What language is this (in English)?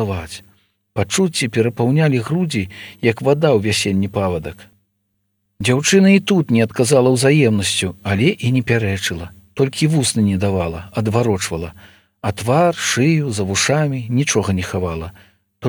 Belarusian